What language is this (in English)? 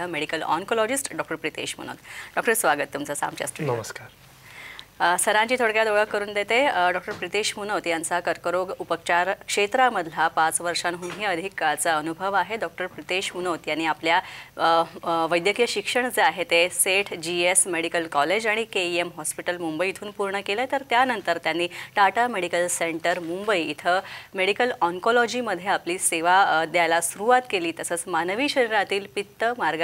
Marathi